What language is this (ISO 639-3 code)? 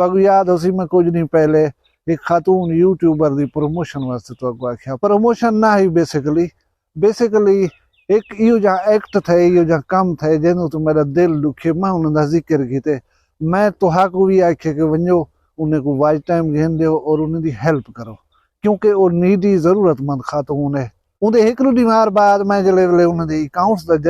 skr